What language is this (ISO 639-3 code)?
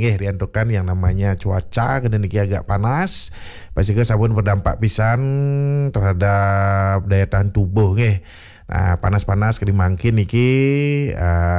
ban